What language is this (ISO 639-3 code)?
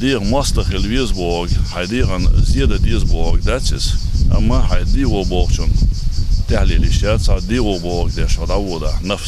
inh